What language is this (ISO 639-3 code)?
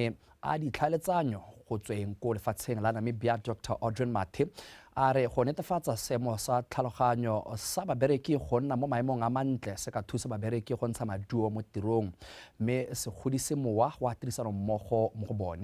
tsn